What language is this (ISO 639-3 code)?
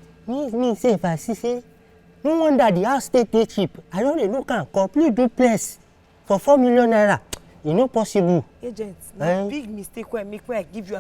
pcm